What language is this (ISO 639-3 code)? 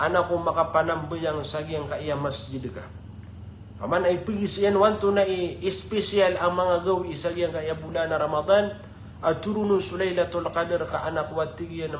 mrw